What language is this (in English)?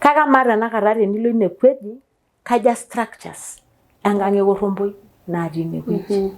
Masai